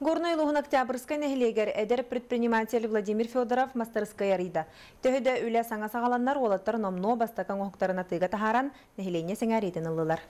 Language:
Yakut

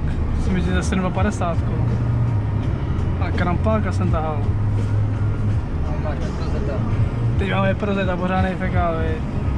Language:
Czech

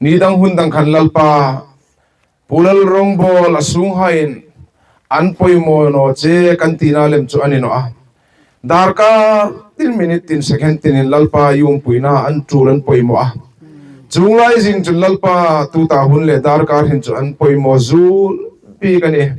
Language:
Hmar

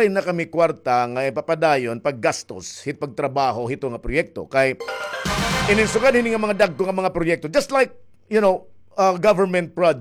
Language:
Waray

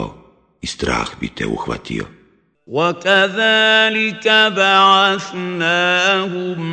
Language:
Bosnian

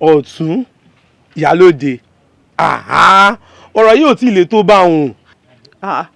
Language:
Yoruba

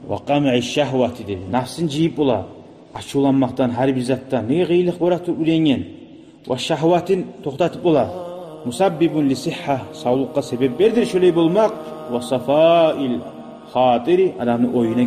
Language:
Kumyk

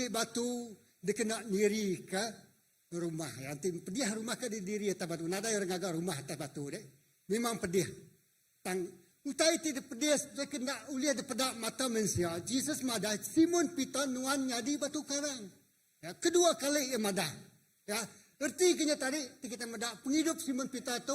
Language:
Iban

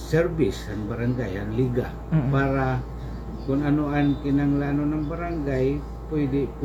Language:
Waray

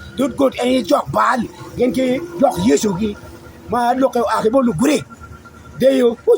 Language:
Acoli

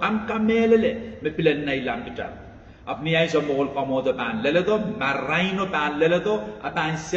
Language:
Pohnpeian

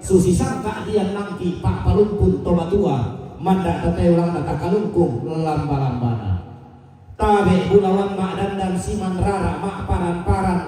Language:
Toraja-Sa'dan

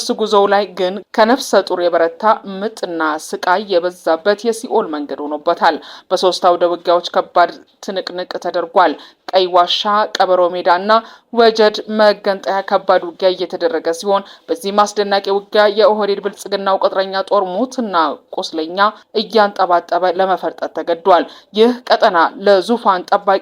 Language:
Amharic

